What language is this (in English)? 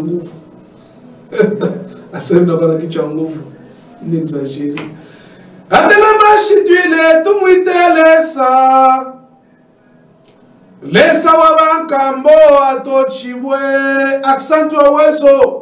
Swahili